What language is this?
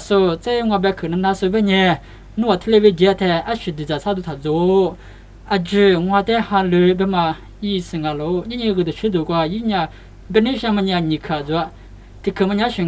Lisu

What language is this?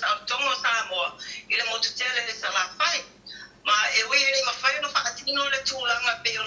Samoan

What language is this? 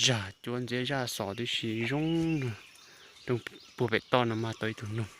Hmong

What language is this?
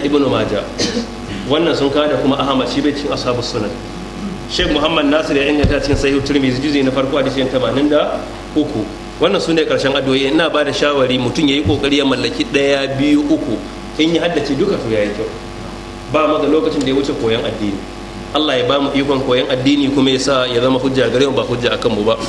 Hausa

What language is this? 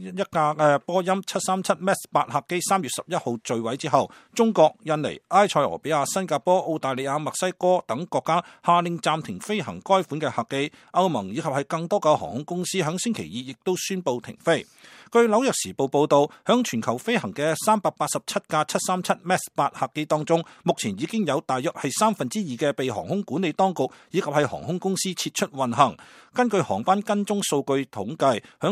Cantonese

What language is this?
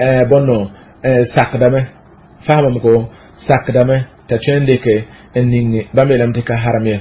Mossi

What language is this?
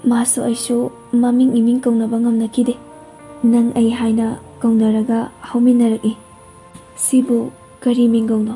Manipuri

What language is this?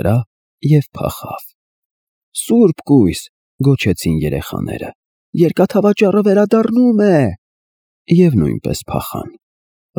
Armenian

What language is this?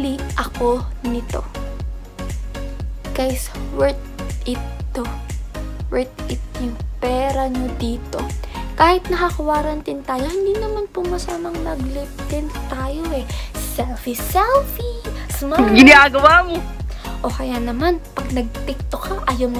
Filipino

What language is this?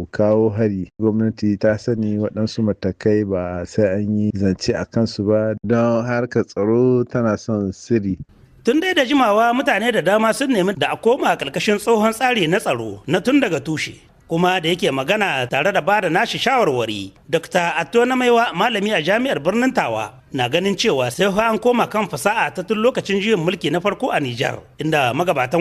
Hausa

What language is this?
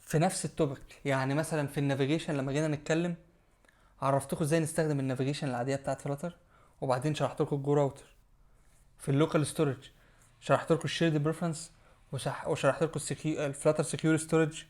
Egyptian Arabic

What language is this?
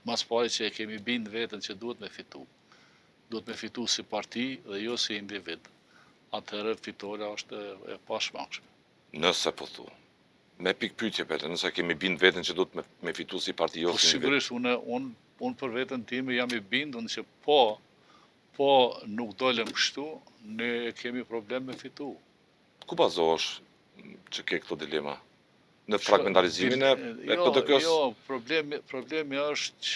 Albanian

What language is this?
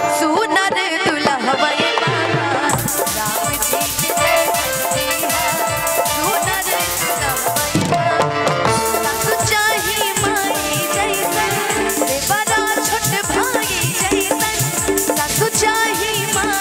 Bhojpuri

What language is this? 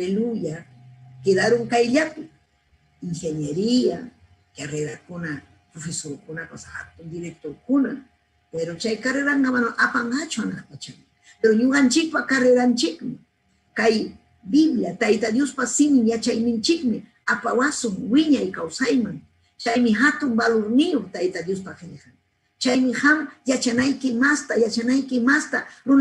Ayacucho Quechua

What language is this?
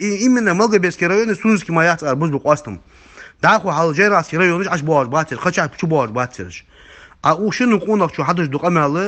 Ingush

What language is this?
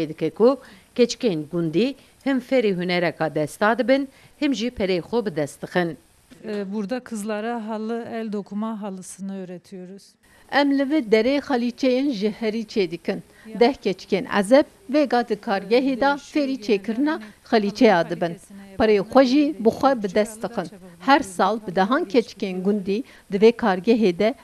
Kurdish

